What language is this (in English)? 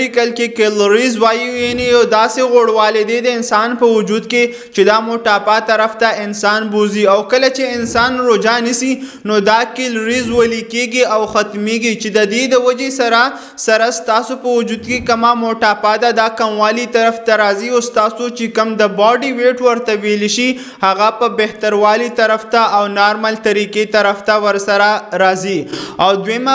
Pashto